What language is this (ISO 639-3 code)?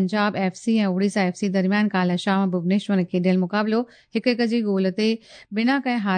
snd